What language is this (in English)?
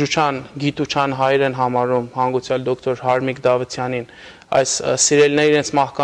Western Armenian